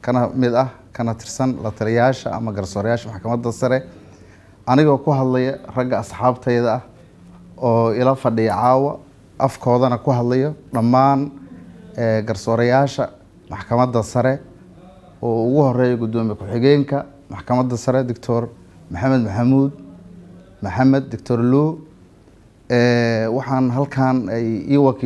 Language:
Somali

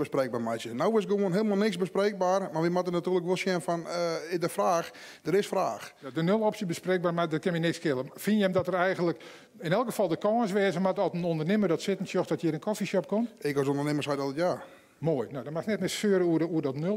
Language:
Western Frisian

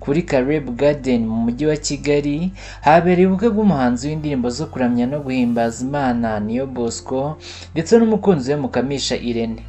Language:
Kinyarwanda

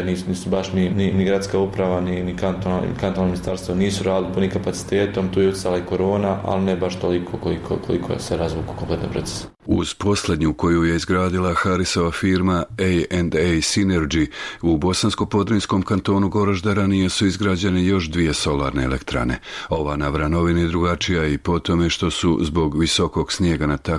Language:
Bosnian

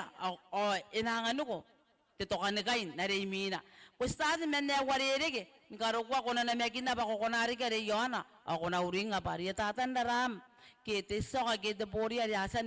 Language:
Gilbertese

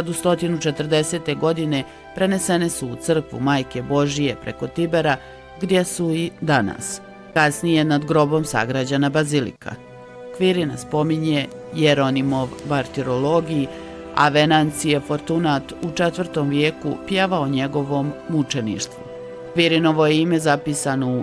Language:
Bosnian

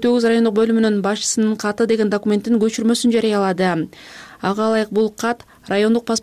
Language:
Kyrgyz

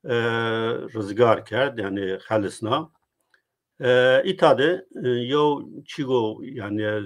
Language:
Zaza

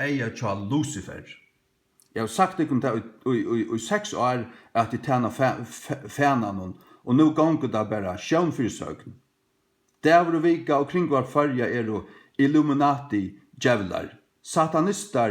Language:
Faroese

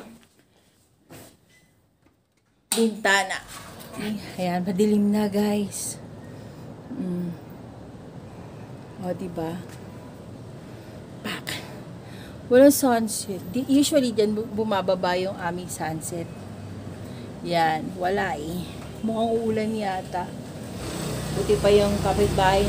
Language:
Filipino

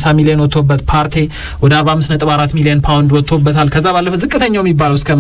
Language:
Amharic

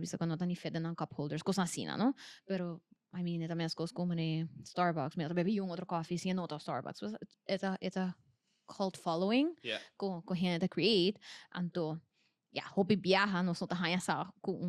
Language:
Papiamento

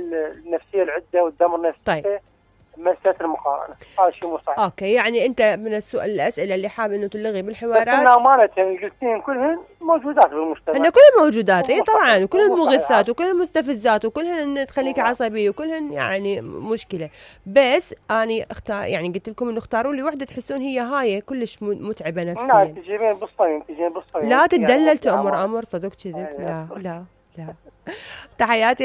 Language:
Mesopotamian Arabic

